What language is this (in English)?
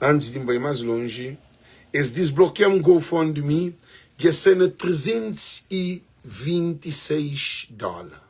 Kabuverdianu